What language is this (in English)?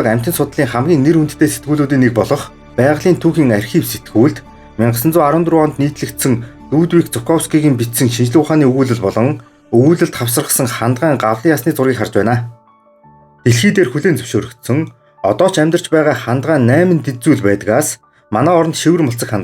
Mongolian